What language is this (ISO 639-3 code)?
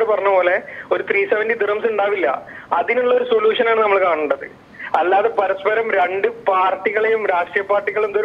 mal